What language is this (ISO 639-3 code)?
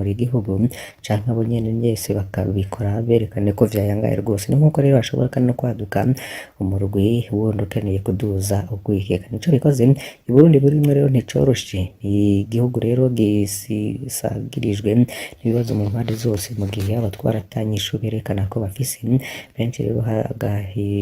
run